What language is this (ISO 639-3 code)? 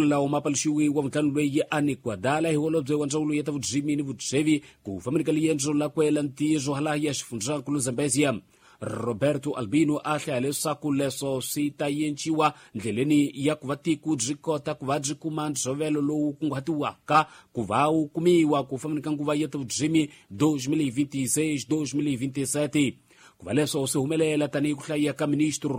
tso